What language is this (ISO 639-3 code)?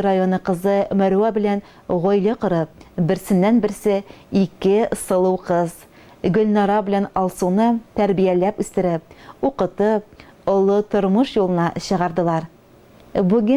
tat